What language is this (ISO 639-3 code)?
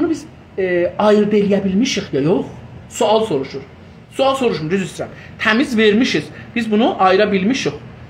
azb